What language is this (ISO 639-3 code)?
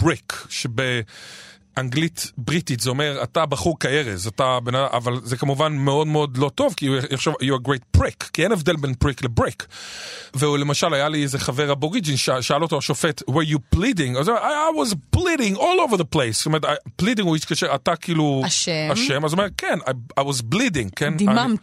heb